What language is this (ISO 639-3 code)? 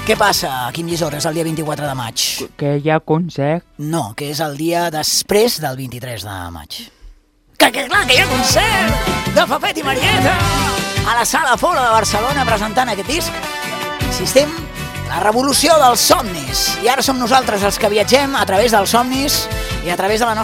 cat